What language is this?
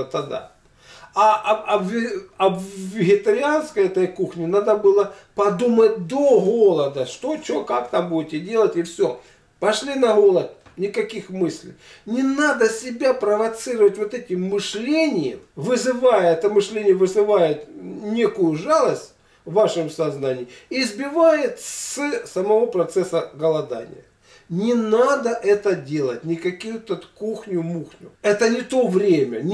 Russian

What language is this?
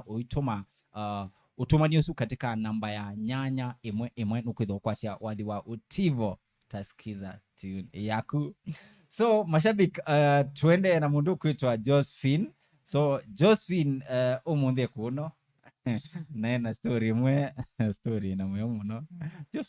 Kamba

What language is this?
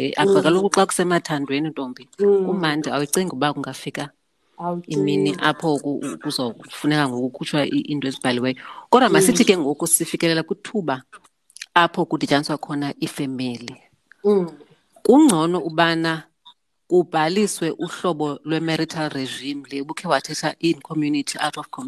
Xhosa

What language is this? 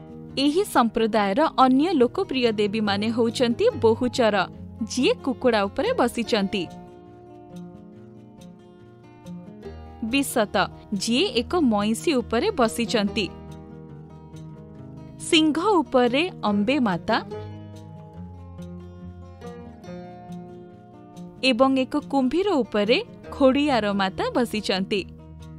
Odia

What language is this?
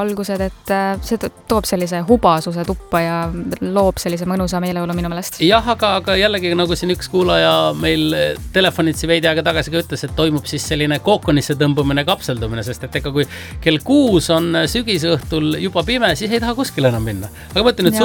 Estonian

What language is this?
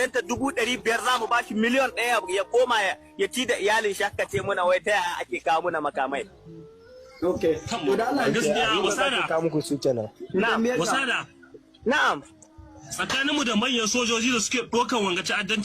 Hausa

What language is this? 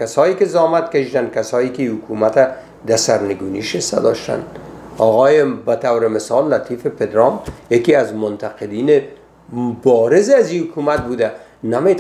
Persian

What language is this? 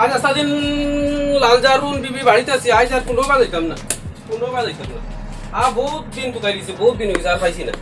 Sylheti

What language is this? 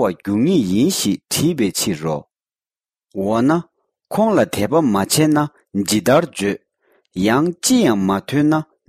Tibetan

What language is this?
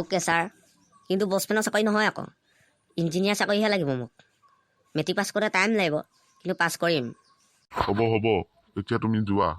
Assamese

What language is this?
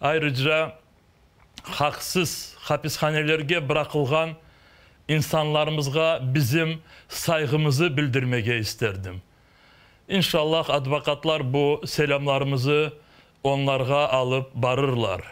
Crimean Tatar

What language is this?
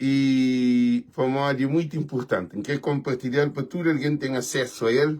Kabuverdianu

